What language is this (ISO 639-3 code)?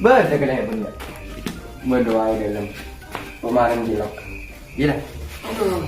mad